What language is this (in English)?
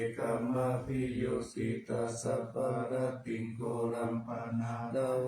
Pali